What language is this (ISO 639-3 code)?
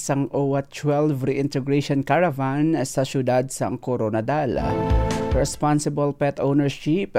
hil